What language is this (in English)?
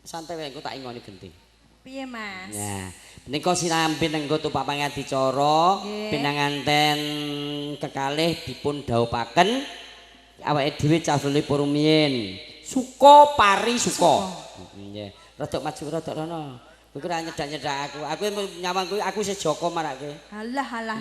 Javanese